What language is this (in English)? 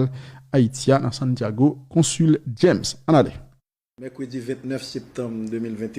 Haitian Creole